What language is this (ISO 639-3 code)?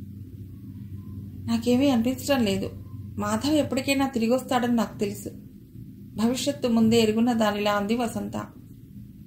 tel